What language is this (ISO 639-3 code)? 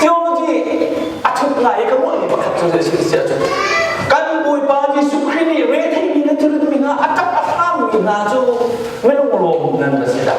cnh